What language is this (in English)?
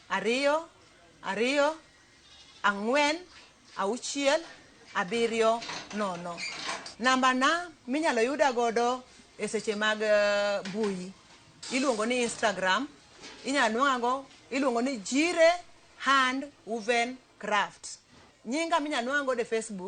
Luo (Kenya and Tanzania)